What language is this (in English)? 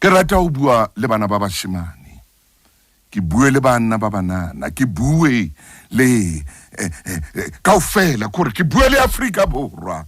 Southern Sotho